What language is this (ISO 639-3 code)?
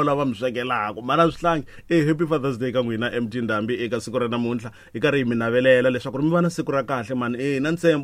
tso